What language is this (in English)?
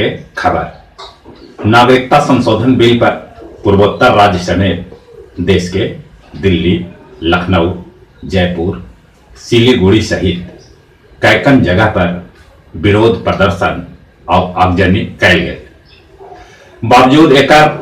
Magahi